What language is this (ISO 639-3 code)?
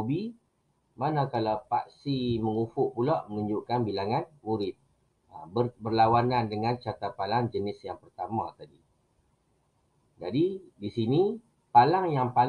msa